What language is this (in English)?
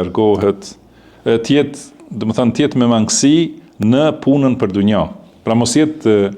Albanian